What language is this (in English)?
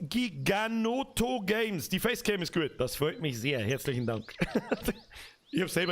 Bavarian